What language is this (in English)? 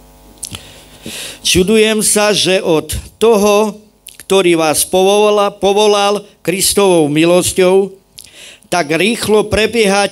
Slovak